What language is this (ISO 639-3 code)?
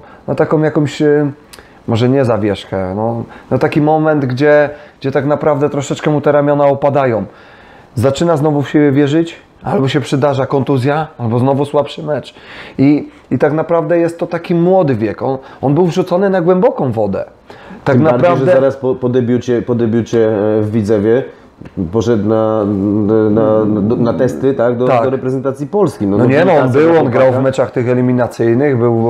pol